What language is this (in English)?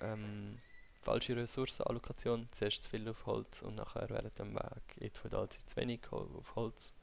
Swiss German